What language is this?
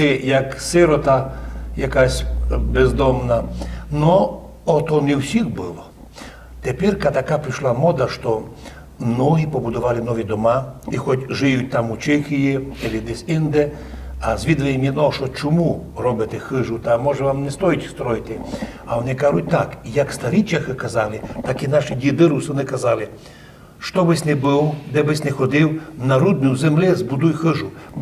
Rusyn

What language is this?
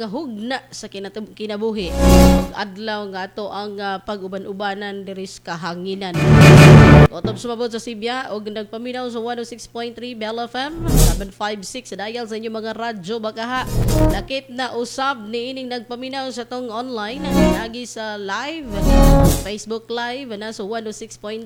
Cebuano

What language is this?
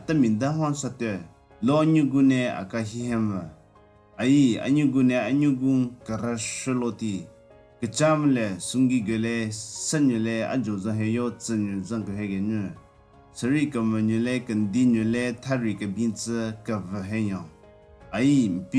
Southern Rengma Naga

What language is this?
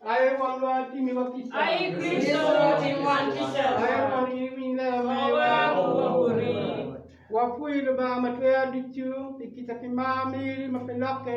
Acoli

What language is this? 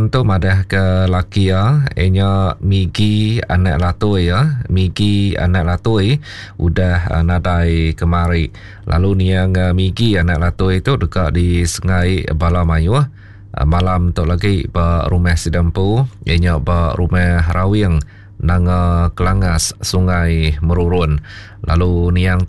Iban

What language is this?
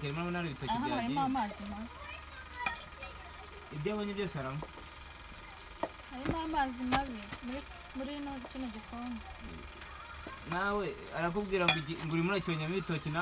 Kinyarwanda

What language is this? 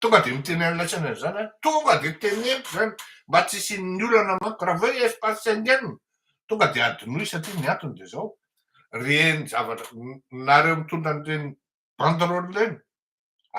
Malagasy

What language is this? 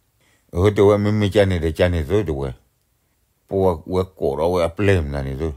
S'gaw Karen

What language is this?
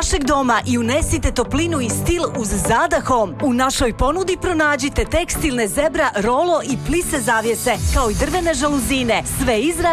Croatian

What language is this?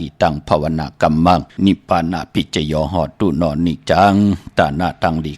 Shan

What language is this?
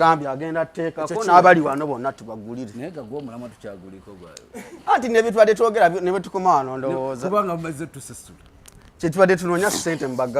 Ganda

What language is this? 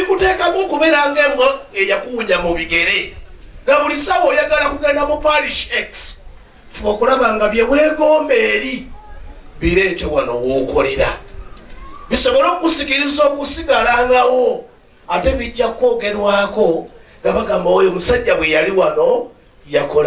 Ganda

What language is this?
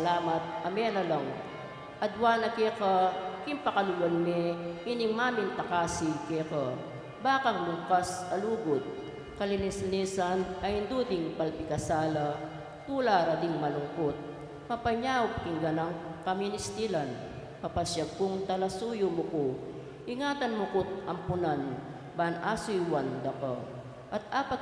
Pampanga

